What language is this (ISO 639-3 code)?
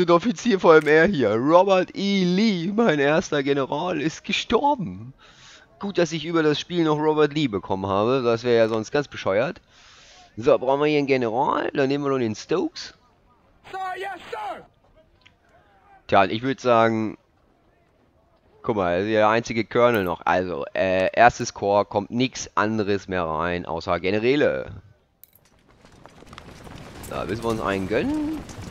deu